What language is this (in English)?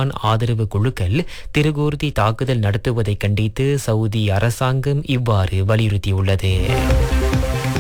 Tamil